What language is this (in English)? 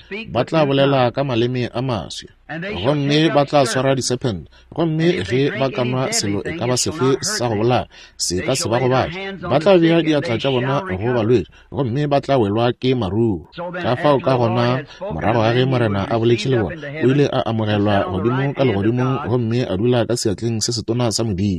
Northern Sotho